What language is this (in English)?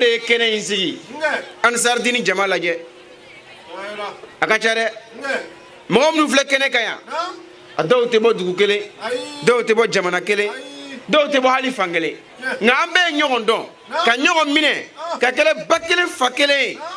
Bambara